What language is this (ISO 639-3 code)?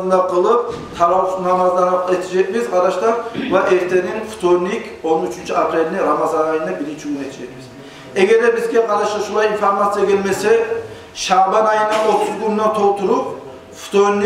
kum